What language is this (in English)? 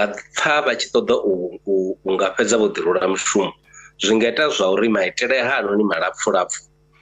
Venda